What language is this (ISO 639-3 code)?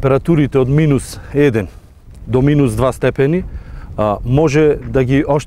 mkd